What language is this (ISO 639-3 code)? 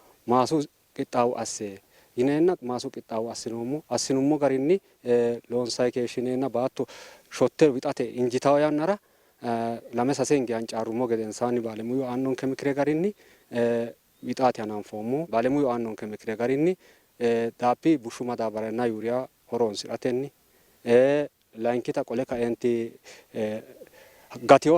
sid